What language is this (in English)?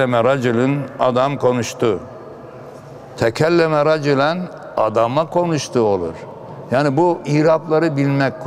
Turkish